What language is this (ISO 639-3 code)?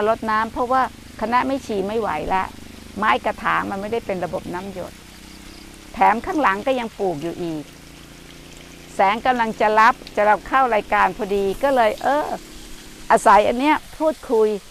tha